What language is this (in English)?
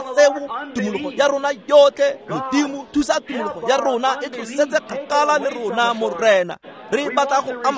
Tswana